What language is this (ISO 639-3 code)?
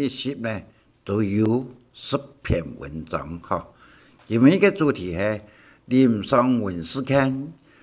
hak